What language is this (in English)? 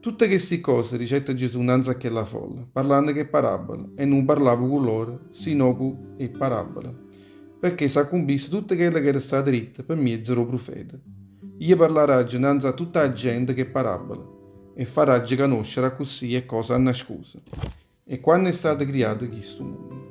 Neapolitan